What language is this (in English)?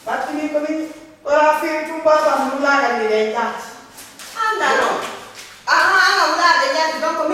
Pular